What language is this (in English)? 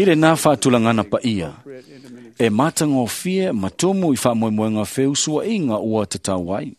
Samoan